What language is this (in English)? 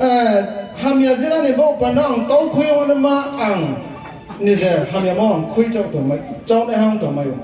Riang (India)